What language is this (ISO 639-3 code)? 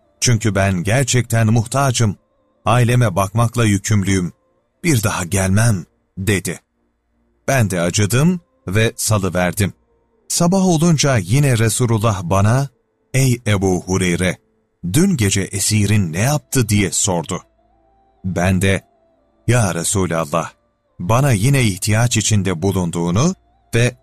tur